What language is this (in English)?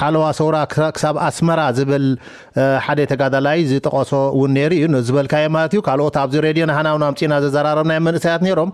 Tigrinya